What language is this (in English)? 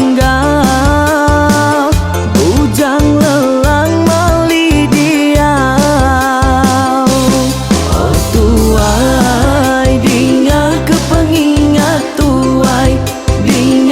Iban